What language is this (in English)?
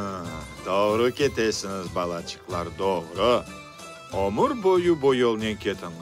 Crimean Tatar